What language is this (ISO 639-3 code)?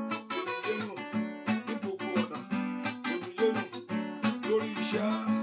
yor